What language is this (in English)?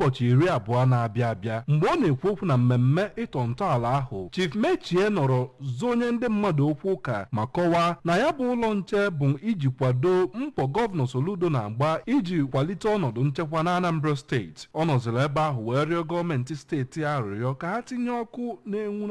Igbo